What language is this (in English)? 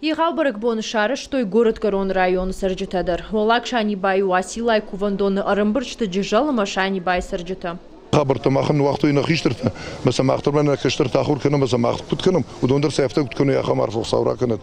Ossetic